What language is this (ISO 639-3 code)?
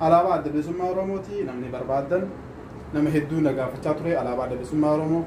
orm